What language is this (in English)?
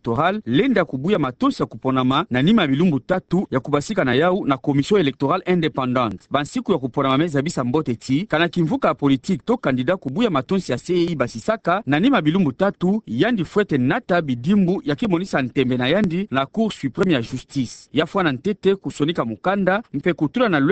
Kituba (Democratic Republic of Congo)